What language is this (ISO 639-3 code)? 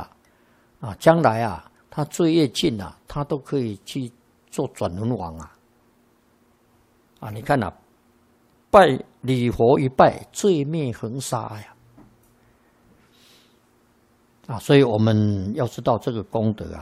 zho